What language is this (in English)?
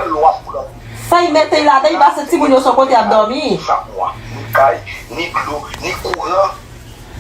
Haitian Creole